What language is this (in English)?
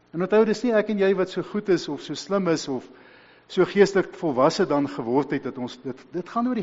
Afrikaans